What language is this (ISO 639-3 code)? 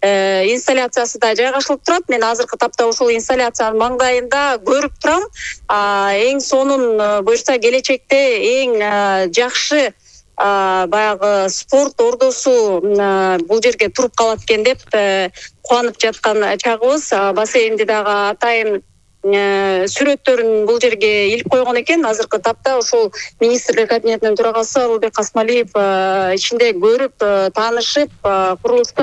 kir